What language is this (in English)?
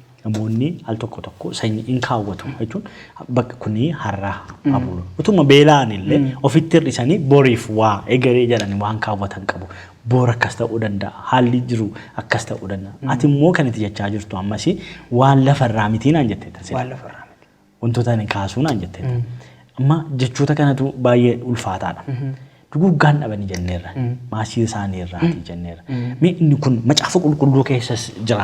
Oromo